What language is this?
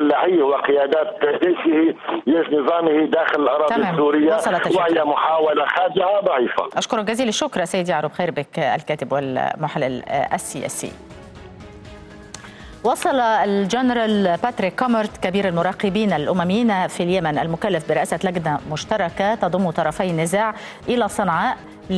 Arabic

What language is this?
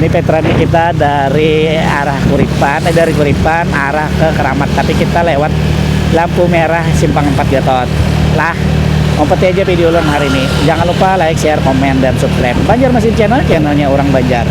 Banjar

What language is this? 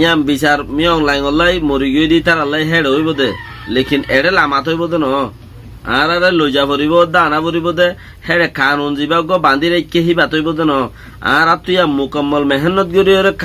Rohingya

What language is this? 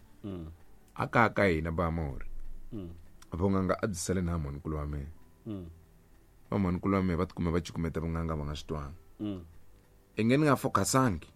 Tsonga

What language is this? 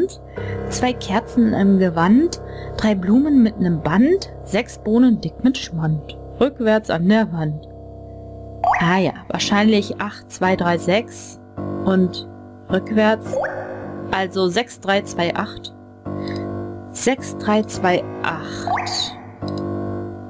German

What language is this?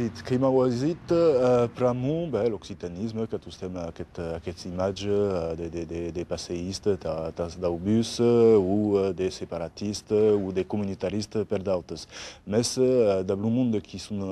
Occitan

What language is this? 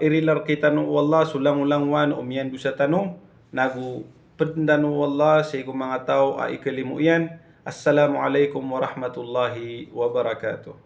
Maranao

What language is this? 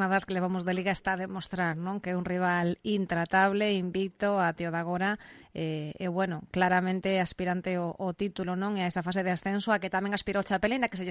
Galician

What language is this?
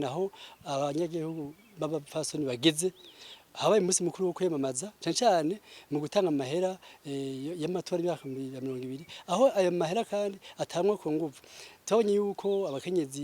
Rundi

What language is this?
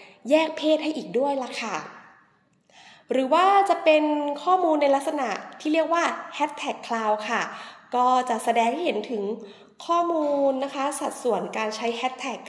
Thai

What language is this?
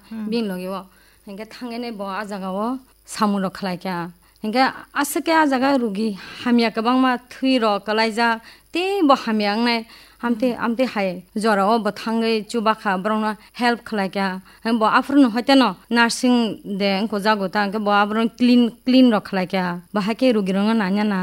Kok Borok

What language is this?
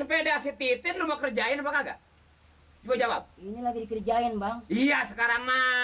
Betawi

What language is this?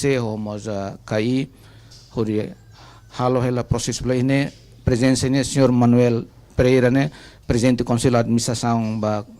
Tetum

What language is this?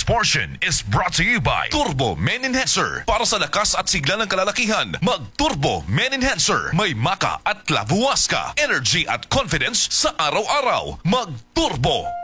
Filipino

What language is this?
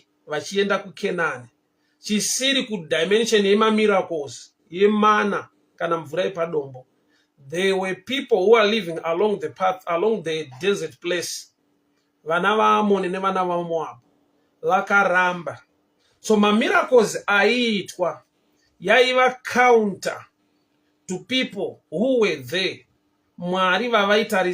Shona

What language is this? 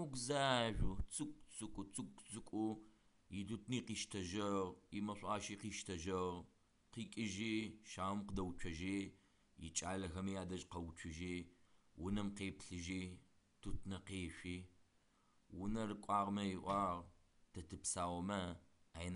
Adyghe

